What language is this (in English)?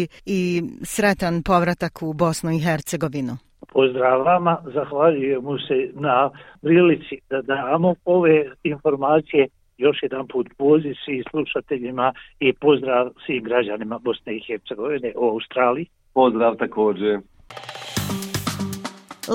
Bosnian